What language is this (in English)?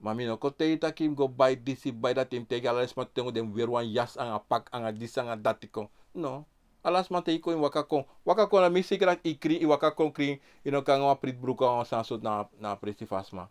Sranan Tongo